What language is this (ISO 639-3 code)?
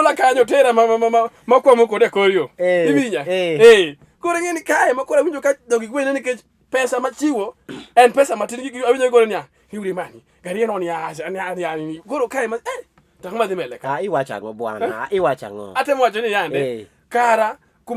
luo